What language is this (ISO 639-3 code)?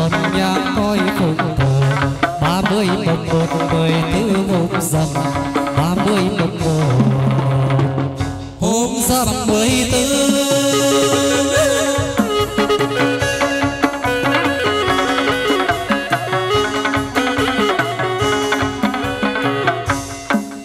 vie